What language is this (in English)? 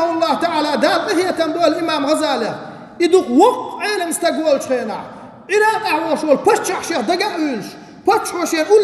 Chechen